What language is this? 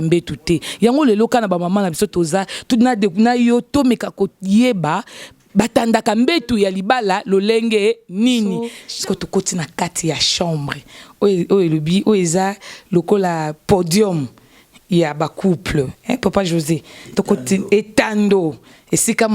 Lingala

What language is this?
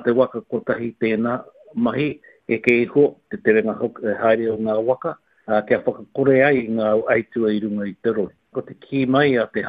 Māori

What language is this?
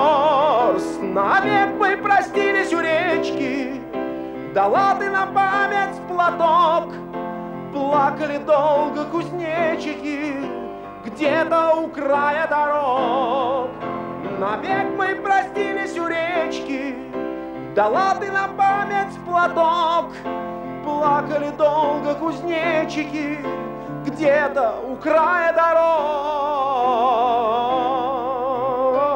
Russian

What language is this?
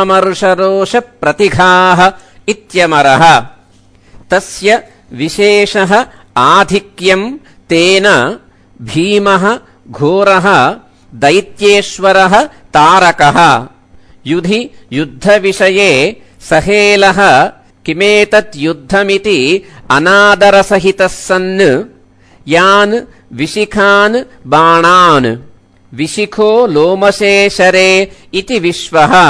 Sanskrit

